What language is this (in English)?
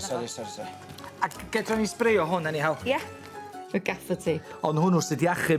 Welsh